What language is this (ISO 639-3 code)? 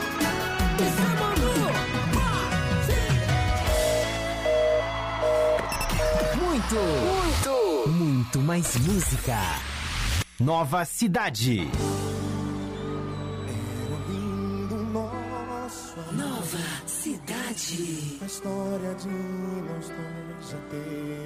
por